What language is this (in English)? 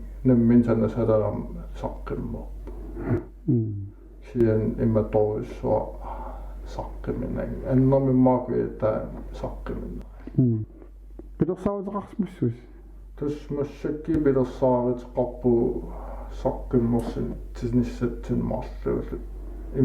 Kalaallisut